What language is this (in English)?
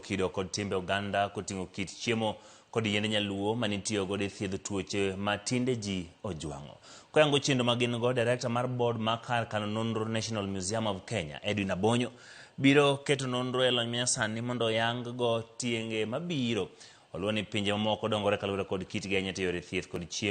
Luo (Kenya and Tanzania)